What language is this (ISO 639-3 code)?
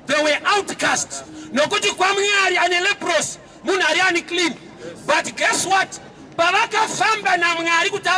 sna